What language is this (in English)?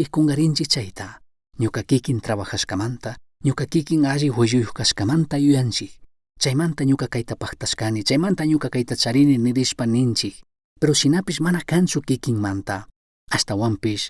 Chimborazo Highland Quichua